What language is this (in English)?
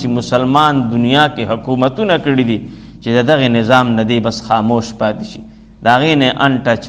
Pashto